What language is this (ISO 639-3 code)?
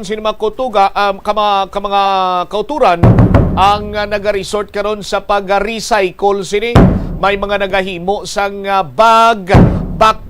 hil